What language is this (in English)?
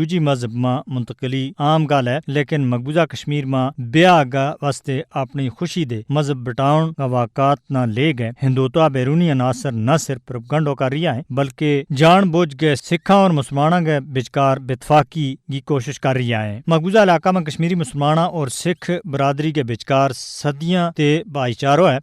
Gujari